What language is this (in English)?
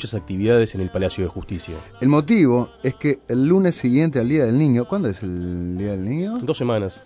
Spanish